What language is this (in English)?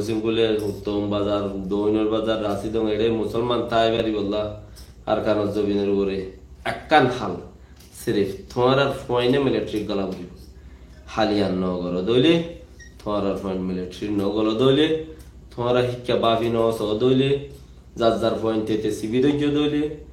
Rohingya